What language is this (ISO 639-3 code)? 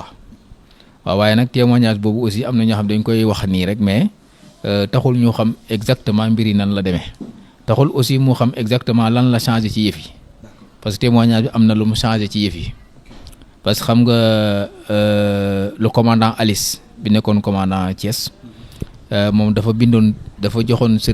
wol